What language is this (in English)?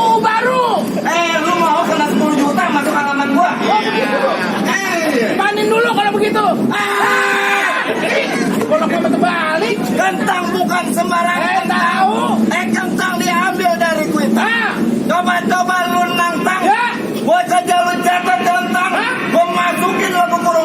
Betawi